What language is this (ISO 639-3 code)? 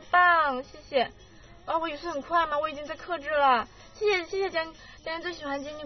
zho